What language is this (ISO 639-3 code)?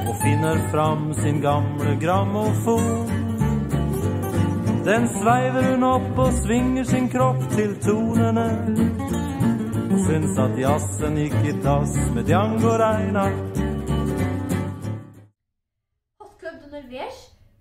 nor